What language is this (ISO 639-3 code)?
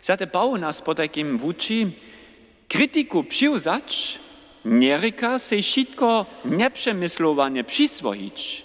hsb